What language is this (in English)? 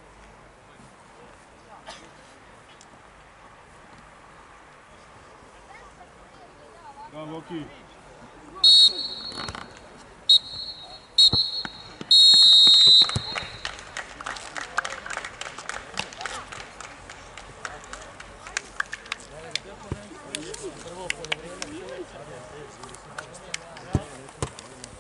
Croatian